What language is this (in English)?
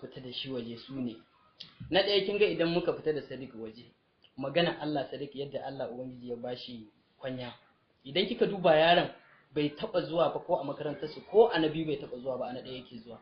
Hausa